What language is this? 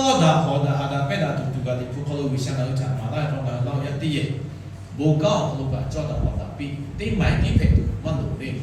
Lahu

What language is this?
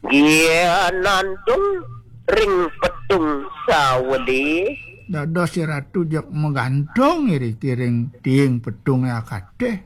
Balinese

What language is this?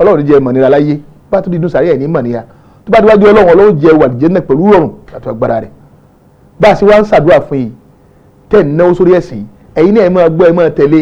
Yoruba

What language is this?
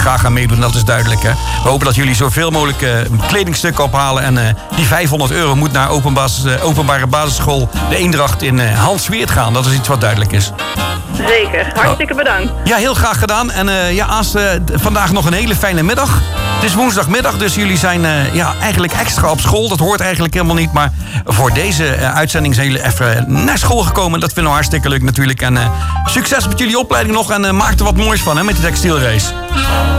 Dutch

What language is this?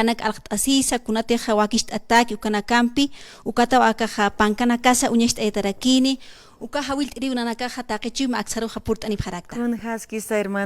Aymara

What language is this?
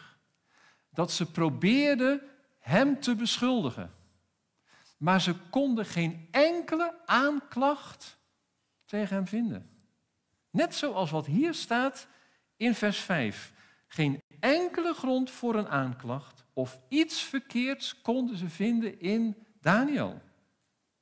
Dutch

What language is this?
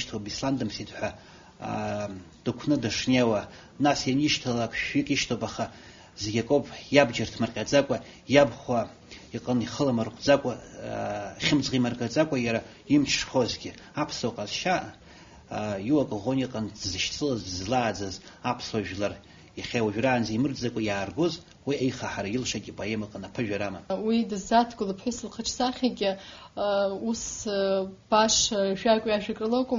Abkhazian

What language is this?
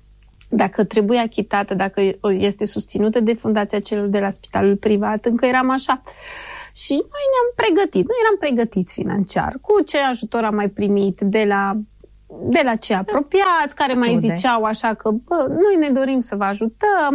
Romanian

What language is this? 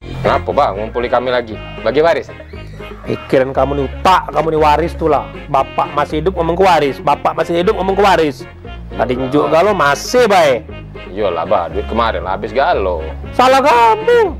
Musi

